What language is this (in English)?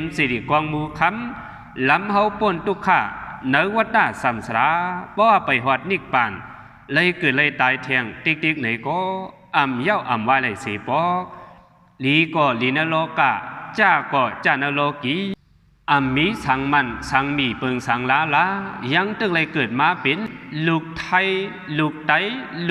Shan